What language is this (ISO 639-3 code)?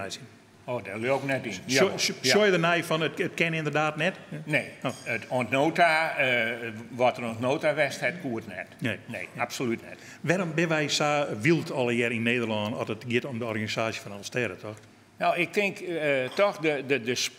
fry